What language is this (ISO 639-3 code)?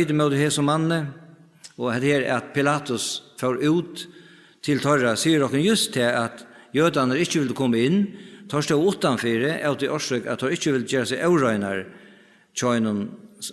fao